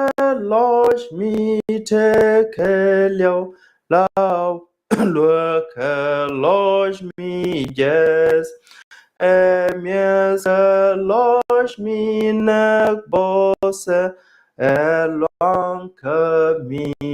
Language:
Nuer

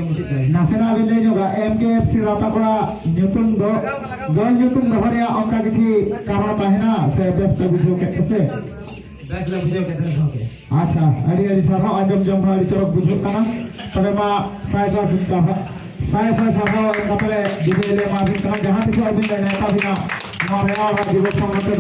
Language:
Santali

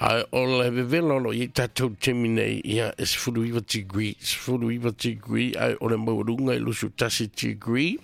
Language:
Samoan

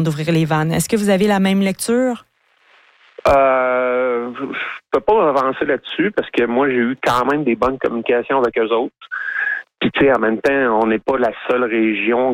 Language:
French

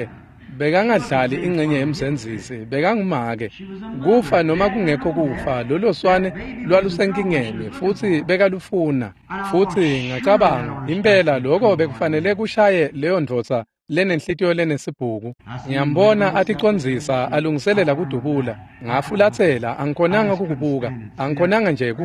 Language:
Swati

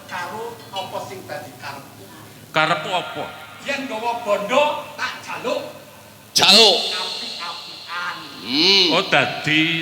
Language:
Javanese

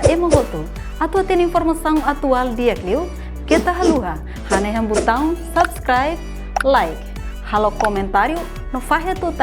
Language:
Tetum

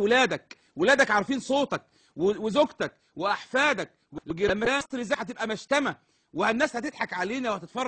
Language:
Egyptian Arabic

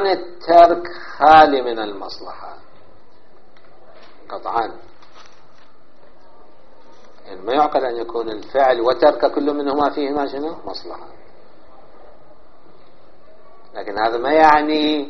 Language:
Arabic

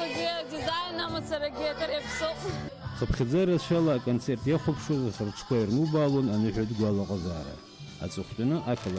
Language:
Abkhazian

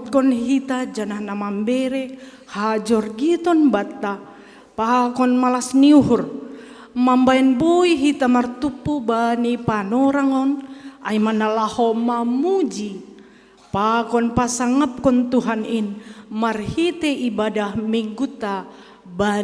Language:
Batak Simalungun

